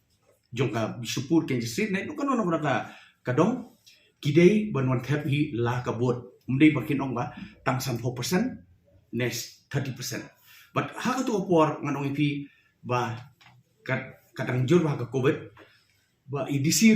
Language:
Khasi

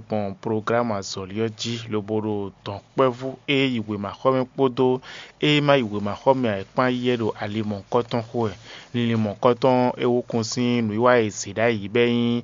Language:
Fon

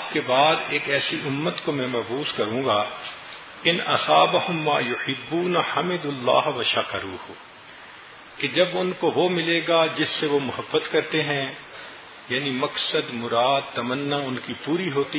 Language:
Urdu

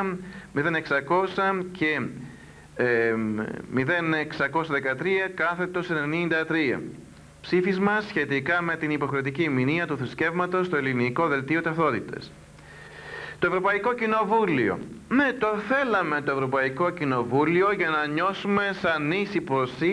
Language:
Greek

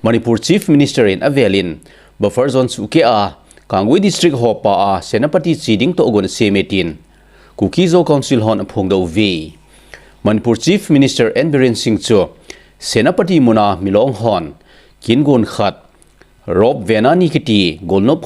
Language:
Thado Chin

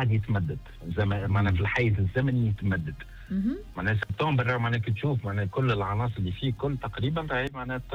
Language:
Tunisian Arabic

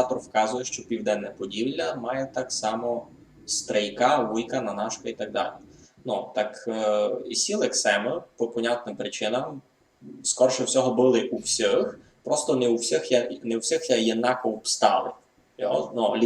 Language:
Rusyn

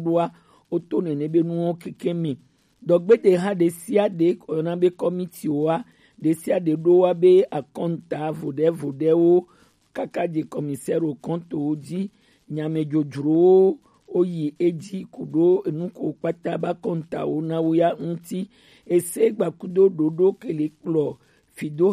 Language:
Gen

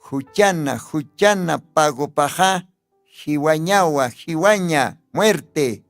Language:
Aymara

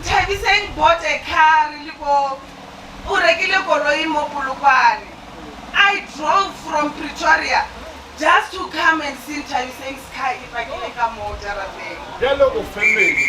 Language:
Northern Sotho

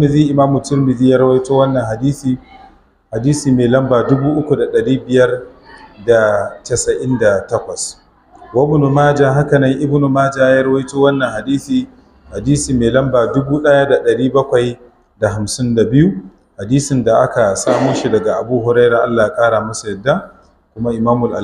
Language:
Hausa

